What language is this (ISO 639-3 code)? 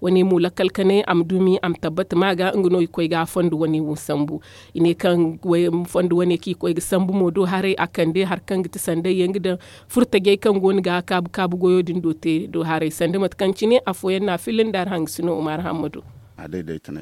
dje